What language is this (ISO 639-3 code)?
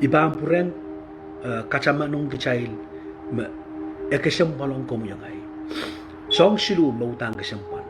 pon